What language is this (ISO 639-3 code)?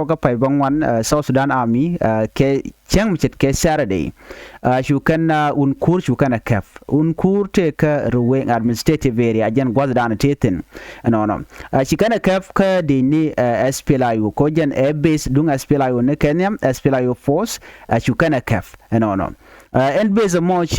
nus